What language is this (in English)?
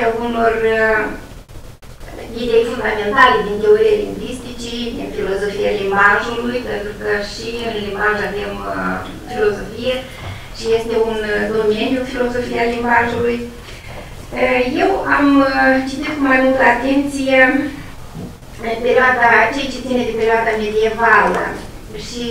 Romanian